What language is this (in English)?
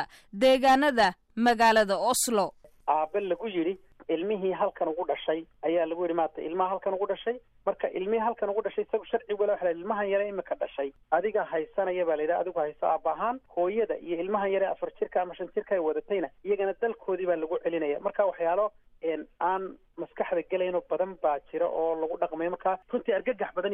Somali